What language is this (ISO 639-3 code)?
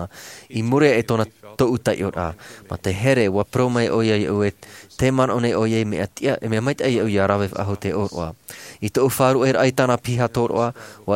tah